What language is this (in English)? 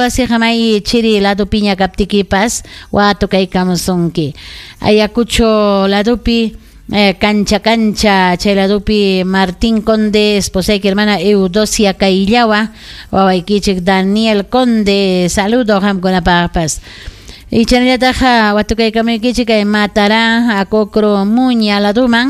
Ayacucho Quechua